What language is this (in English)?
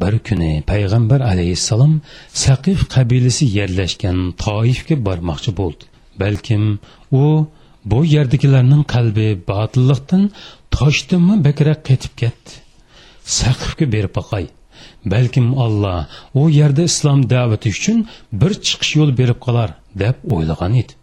Uyghur